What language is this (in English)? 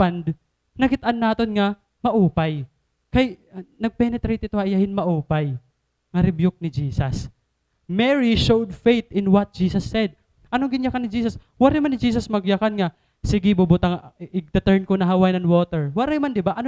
Waray